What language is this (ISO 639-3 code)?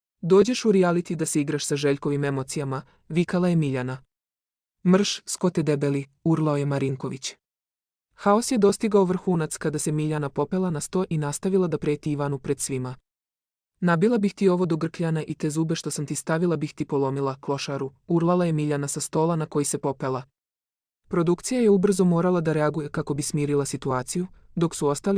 srp